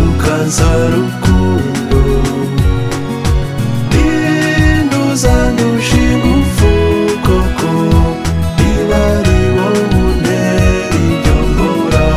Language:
Kinyarwanda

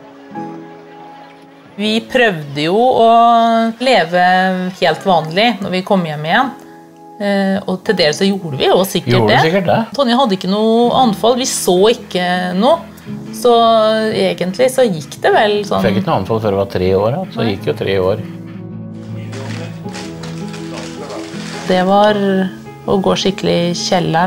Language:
Norwegian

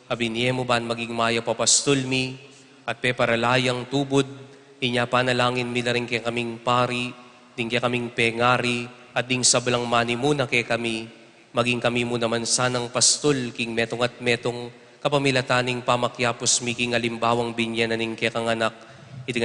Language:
Pampanga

